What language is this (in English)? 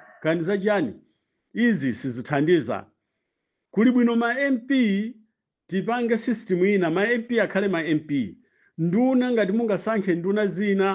Nyanja